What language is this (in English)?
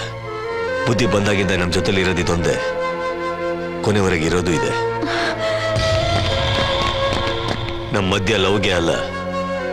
Kannada